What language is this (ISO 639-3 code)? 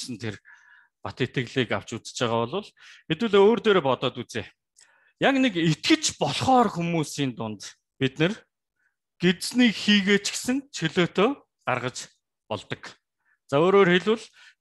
mon